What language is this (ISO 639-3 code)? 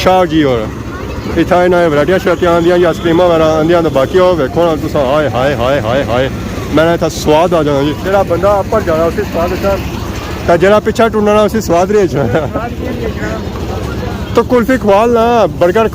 phr